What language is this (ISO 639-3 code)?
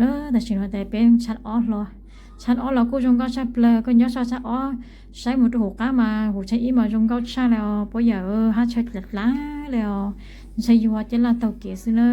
hmn